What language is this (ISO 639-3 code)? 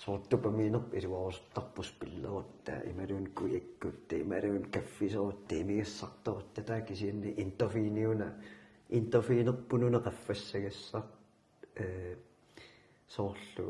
kal